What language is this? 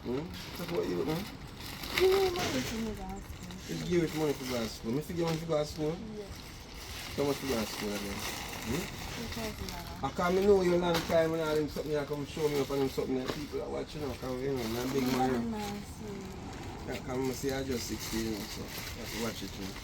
Jamaican Creole English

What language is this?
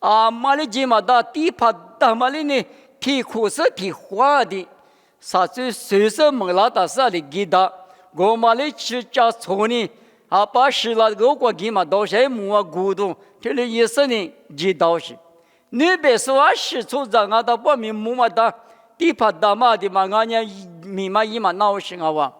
Lisu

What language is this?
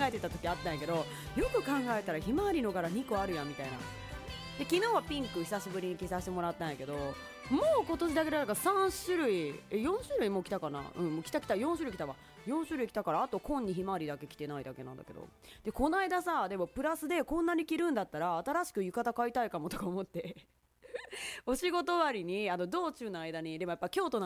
Japanese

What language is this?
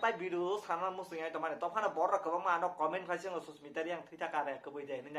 Kok Borok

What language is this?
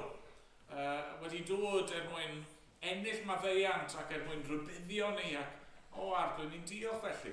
Welsh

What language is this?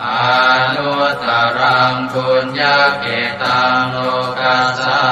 Pali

